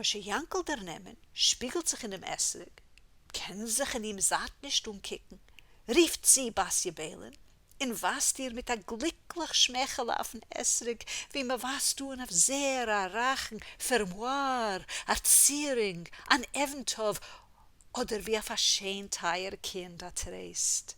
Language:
Yiddish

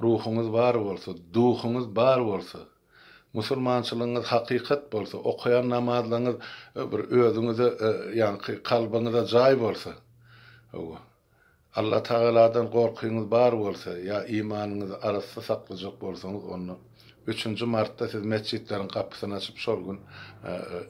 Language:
Turkmen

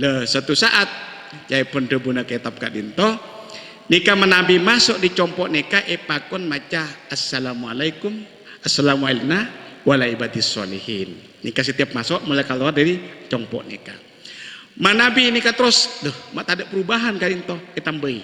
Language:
Madurese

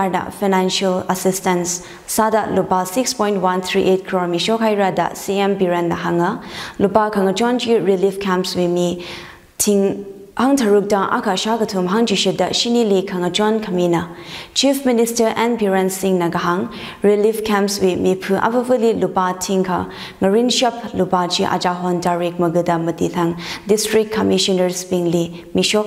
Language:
Tangkhul Naga (India)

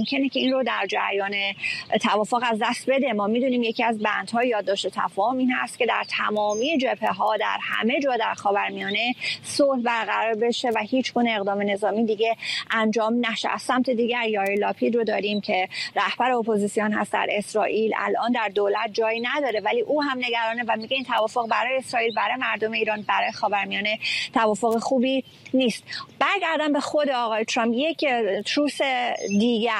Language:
Persian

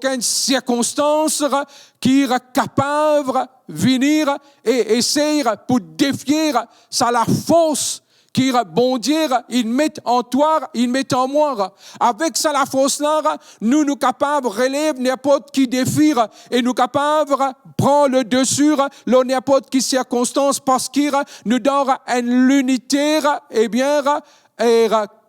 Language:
Morisyen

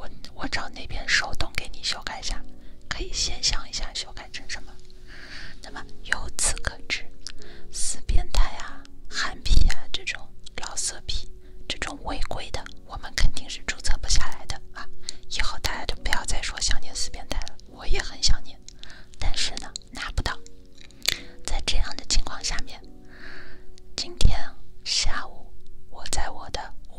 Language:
Chinese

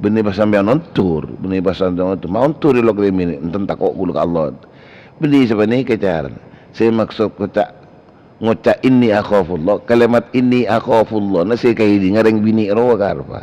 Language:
Madurese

